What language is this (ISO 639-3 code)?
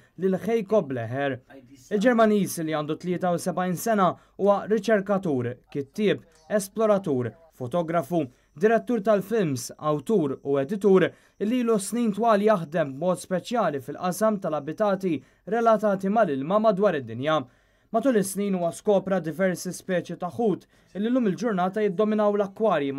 mlt